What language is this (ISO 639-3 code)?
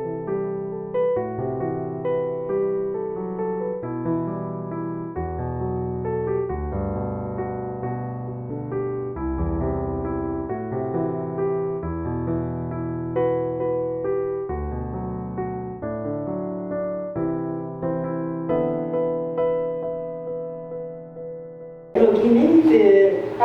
ksw